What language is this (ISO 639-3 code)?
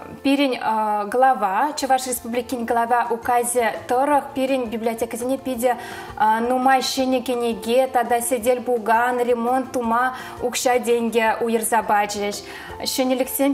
chv